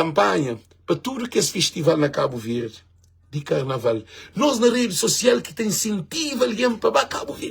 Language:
Kabuverdianu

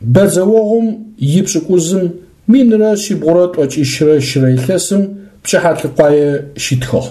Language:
Adyghe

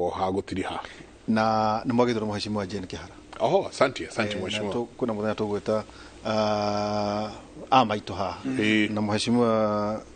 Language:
Kikuyu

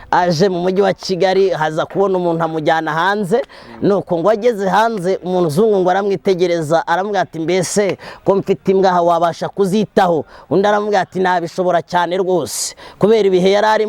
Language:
Kinyarwanda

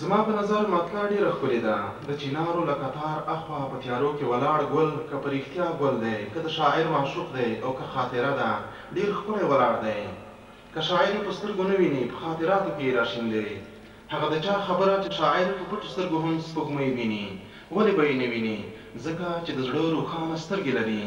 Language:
Pashto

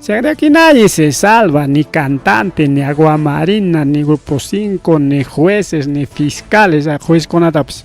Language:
Ayacucho Quechua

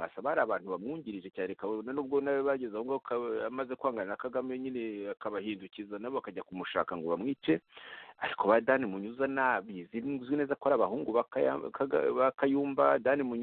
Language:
Kinyarwanda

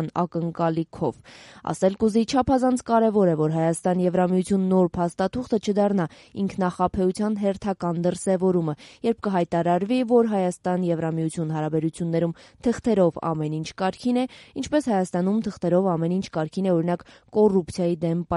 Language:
Armenian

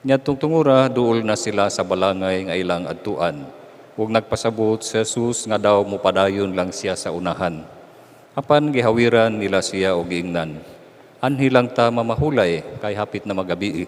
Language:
Cebuano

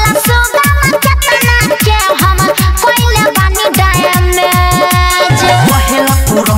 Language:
Bhojpuri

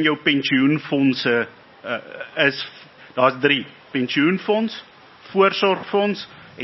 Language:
Afrikaans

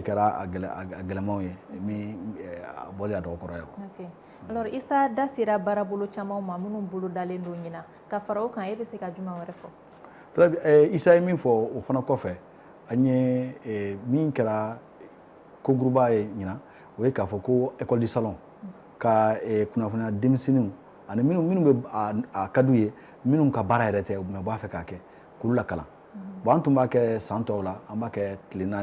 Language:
Bambara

